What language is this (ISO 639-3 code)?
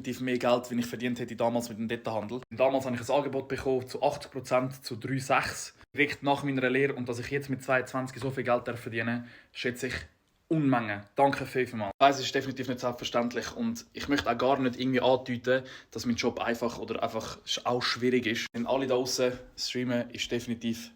gsw